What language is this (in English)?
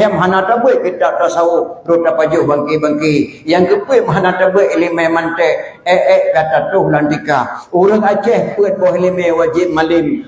Achinese